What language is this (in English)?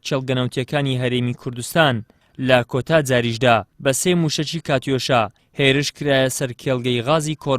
Central Kurdish